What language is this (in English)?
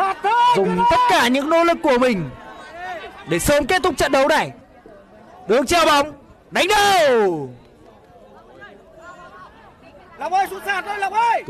Vietnamese